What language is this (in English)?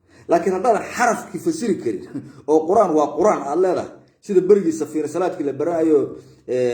Somali